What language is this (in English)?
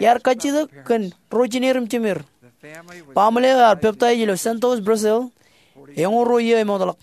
Marshallese